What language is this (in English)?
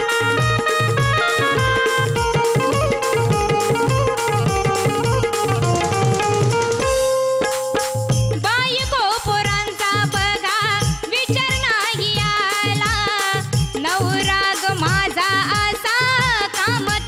Marathi